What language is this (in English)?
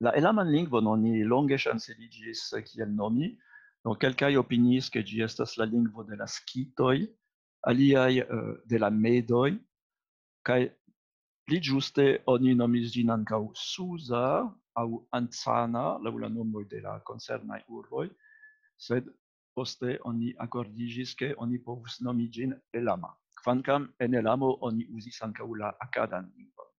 Esperanto